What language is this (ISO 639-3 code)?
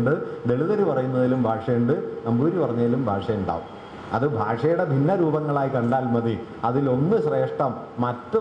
mal